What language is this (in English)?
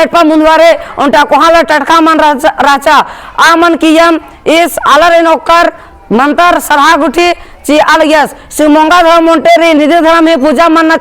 Kurukh